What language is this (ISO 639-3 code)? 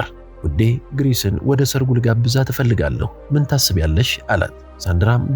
amh